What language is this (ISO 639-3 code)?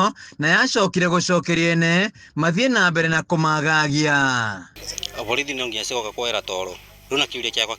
kik